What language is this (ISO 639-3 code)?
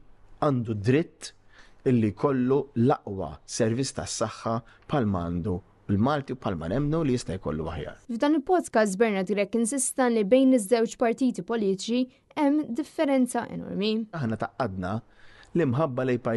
mlt